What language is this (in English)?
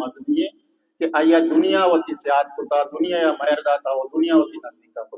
Baluchi